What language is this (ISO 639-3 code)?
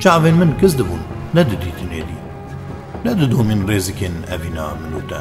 kur